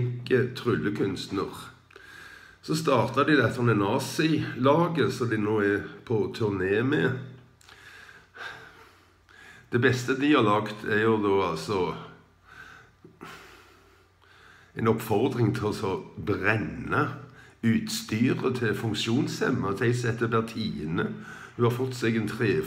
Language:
Norwegian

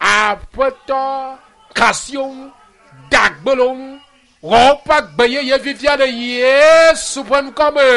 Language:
Ewe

